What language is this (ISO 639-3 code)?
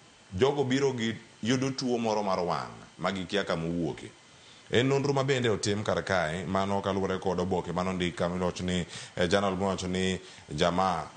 luo